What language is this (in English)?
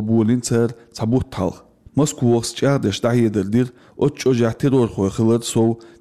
Chechen